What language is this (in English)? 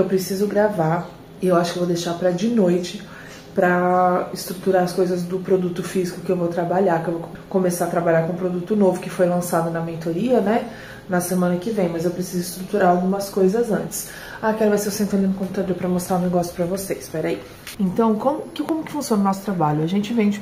Portuguese